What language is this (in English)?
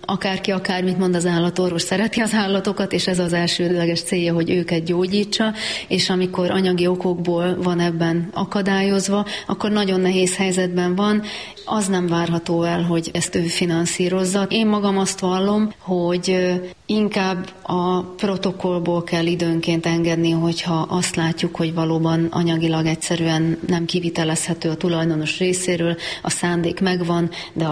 Hungarian